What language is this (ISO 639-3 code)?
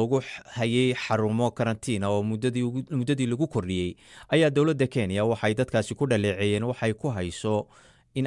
som